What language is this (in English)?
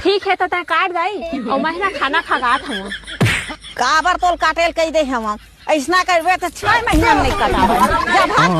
Chhattisgarhi